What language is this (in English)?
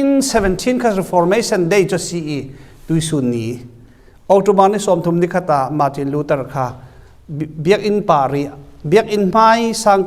Falam Chin